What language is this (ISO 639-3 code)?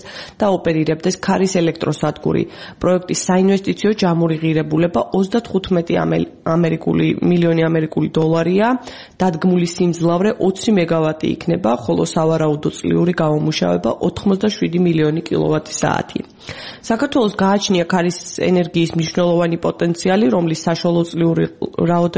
kat